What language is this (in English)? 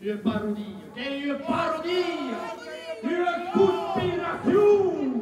Occitan